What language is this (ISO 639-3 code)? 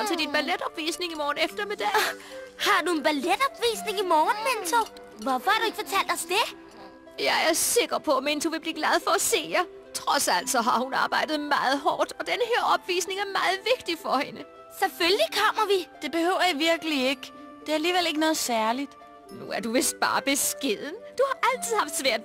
dan